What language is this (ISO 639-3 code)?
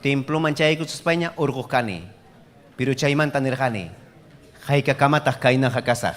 quy